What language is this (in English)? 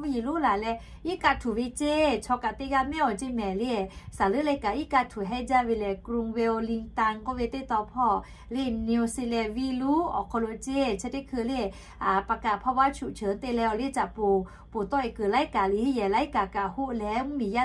Lahu